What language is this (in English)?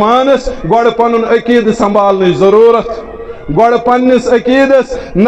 Kashmiri